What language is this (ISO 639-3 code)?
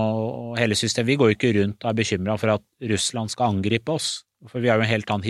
nor